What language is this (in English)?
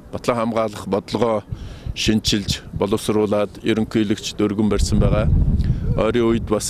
Mongolian